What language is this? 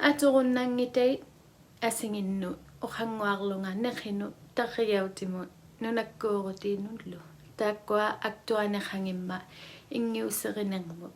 Inuktitut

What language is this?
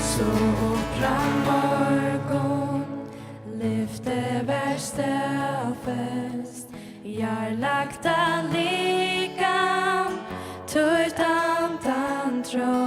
Faroese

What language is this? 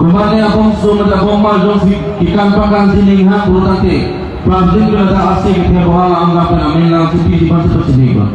Karbi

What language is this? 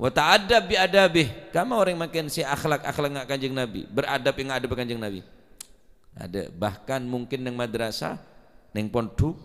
Madurese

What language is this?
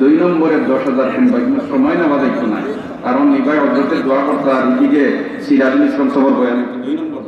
Sylheti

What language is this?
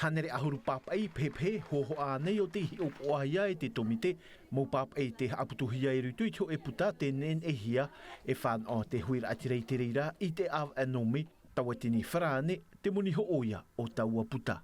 Tahitian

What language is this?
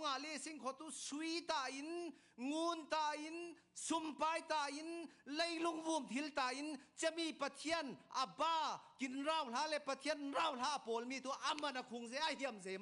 Falam Chin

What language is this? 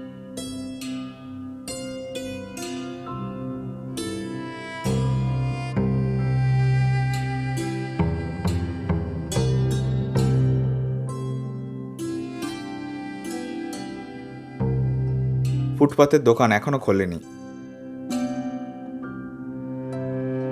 Bangla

